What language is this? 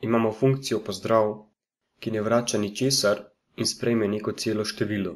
Slovenian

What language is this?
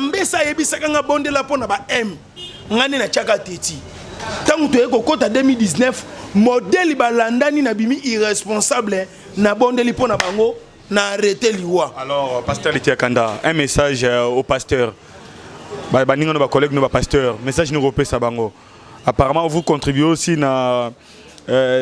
Lingala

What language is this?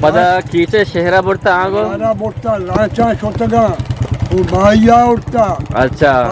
Eastern Balochi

